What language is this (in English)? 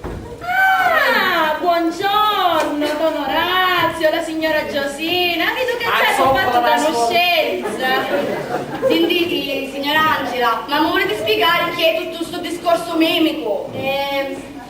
Sicilian